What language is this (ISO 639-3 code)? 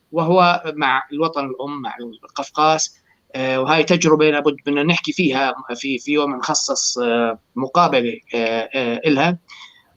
apc